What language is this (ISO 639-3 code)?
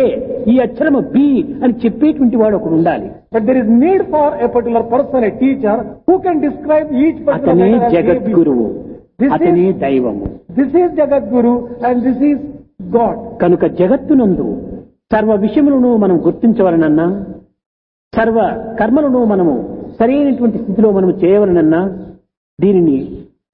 tel